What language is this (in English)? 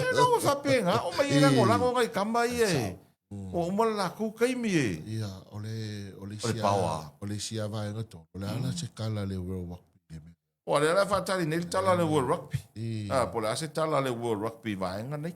Samoan